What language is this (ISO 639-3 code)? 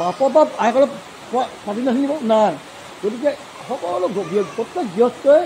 asm